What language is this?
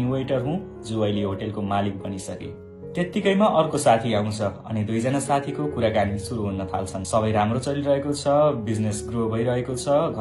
Nepali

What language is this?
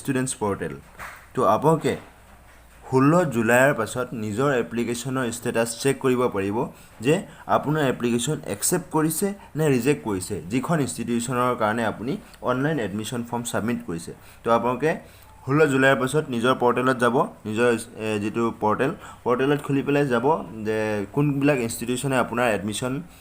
Assamese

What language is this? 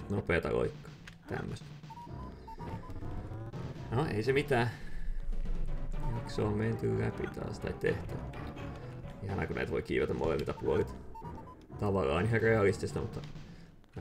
Finnish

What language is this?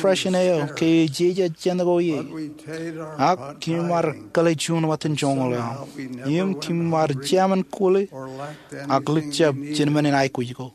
Marshallese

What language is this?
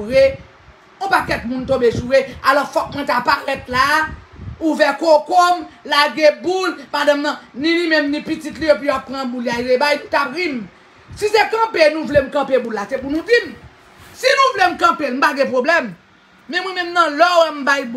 Haitian Creole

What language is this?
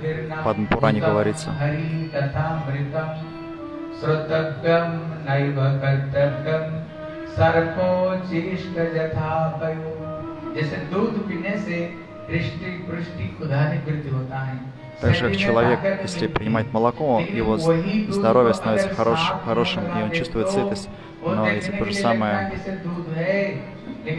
Russian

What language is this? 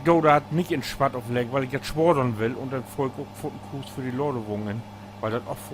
Low German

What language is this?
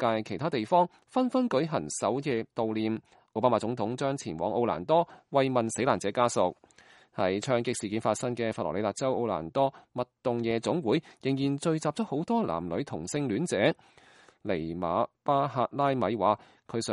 Cantonese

